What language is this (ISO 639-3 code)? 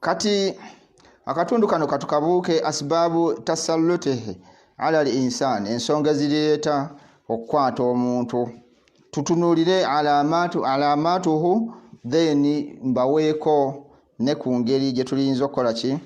lug